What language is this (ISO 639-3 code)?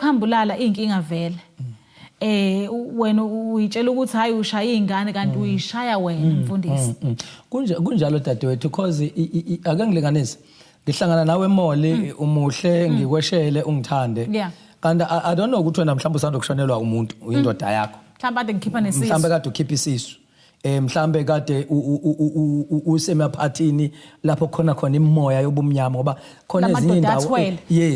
zul